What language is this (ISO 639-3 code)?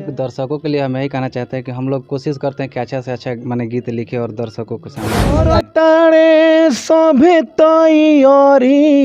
bho